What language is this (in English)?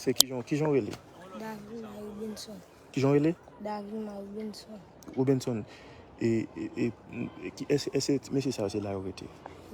Haitian Creole